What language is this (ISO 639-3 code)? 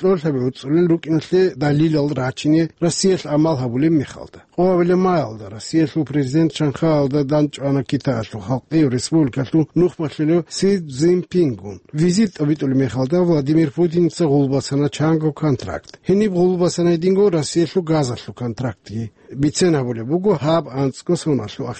ava